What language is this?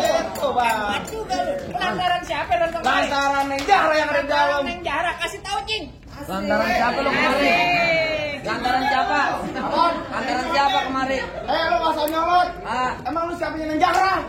Betawi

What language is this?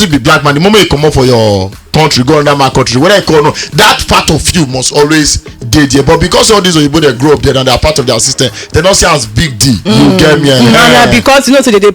Nigerian Pidgin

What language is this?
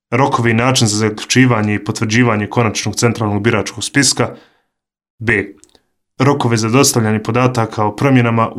Bosnian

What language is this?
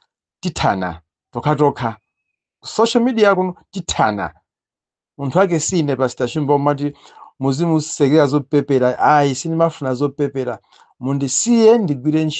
Nyanja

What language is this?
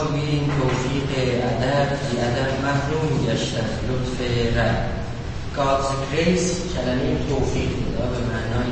South Azerbaijani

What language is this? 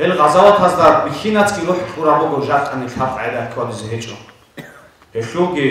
Avaric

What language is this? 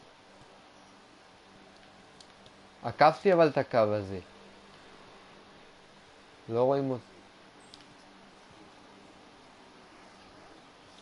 Hebrew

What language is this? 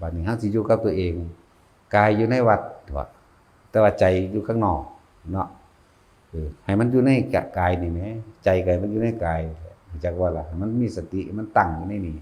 Northeastern Thai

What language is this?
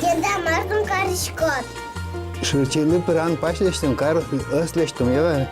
Udmurt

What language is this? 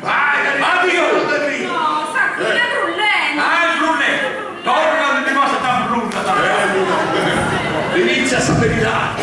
Sardinian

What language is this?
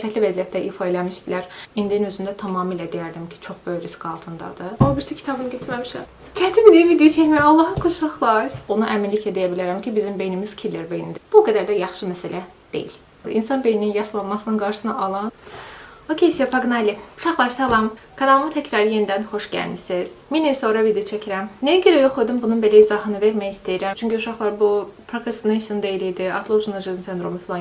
Azerbaijani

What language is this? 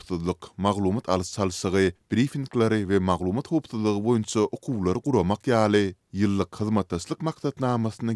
Turkmen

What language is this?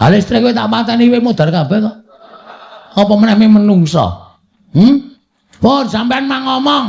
Javanese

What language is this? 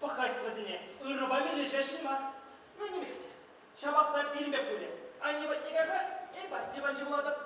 Chuvash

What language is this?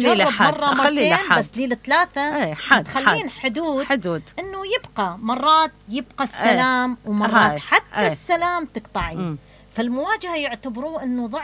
Mesopotamian Arabic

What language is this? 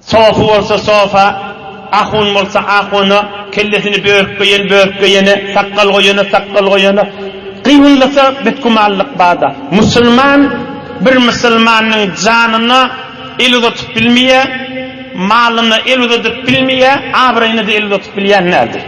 Turkmen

